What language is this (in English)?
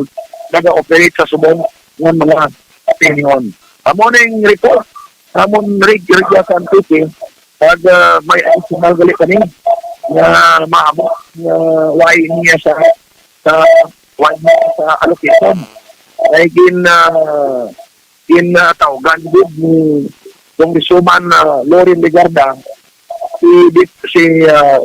Hiligaynon